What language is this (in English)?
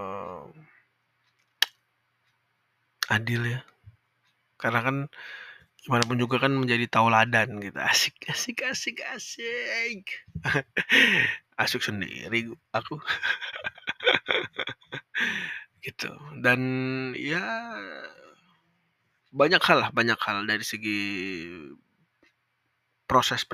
Indonesian